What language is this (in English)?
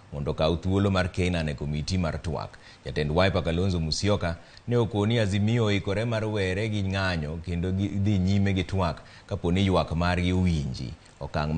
Luo (Kenya and Tanzania)